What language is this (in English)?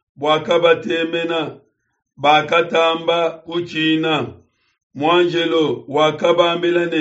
Luba-Lulua